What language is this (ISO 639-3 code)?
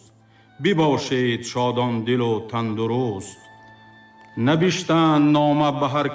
tgk